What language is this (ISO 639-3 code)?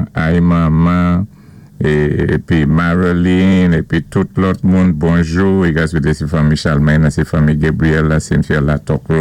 acf